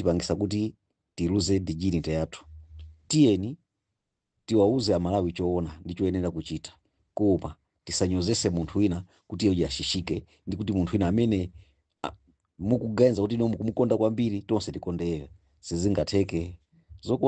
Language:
Nyanja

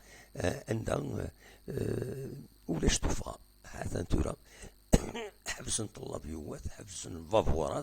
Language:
Kabyle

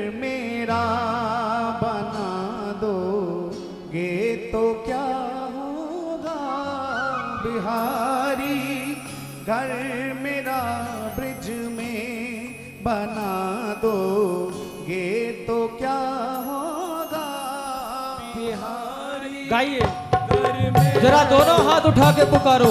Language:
Hindi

